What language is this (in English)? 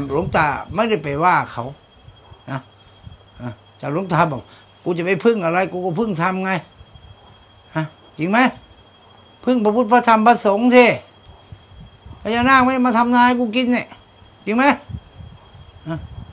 Thai